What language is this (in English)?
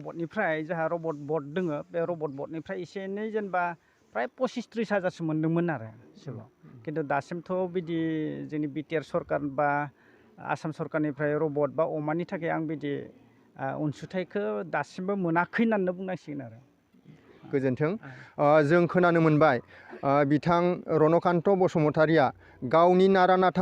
Bodo